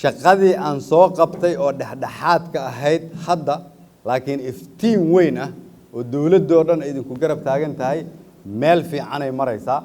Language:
Somali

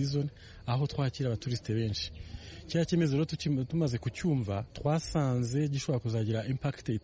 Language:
Kinyarwanda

